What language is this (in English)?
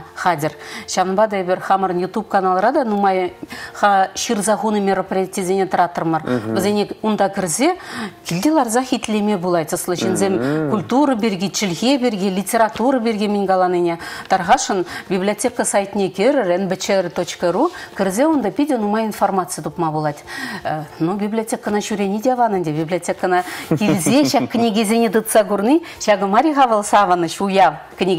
Chuvash